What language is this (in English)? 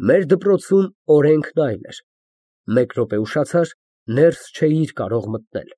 Armenian